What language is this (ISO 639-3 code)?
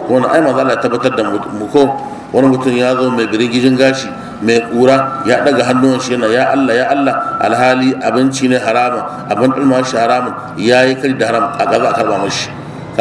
hau